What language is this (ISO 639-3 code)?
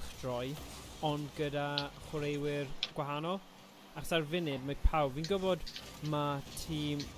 cym